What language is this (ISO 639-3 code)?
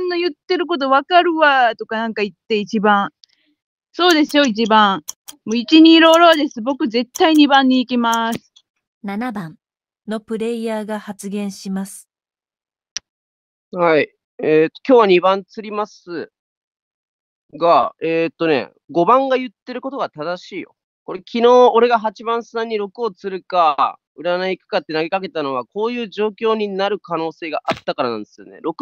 jpn